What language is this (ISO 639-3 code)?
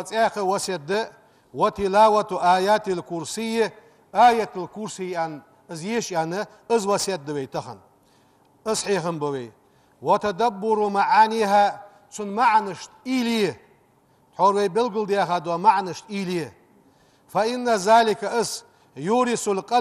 inh